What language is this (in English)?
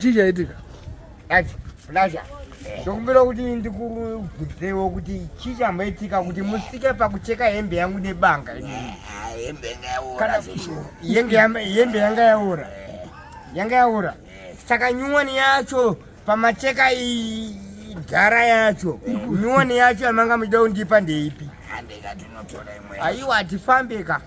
Shona